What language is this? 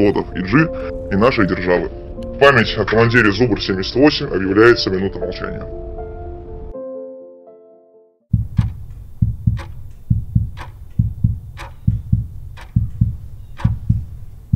Russian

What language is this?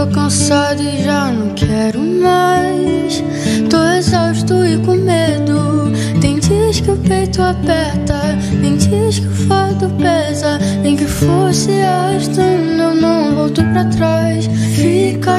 Portuguese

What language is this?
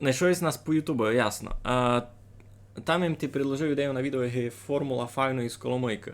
Rusyn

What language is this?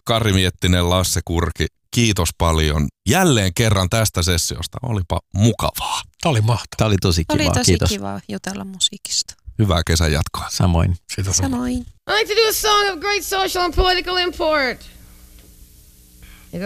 Finnish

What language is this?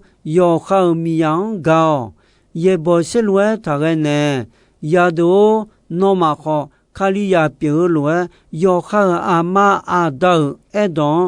Akha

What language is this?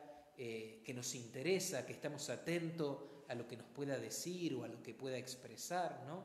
Spanish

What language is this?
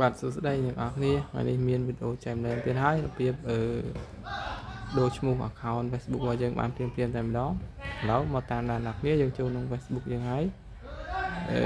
Khmer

